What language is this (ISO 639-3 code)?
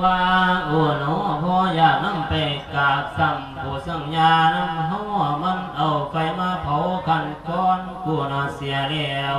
lao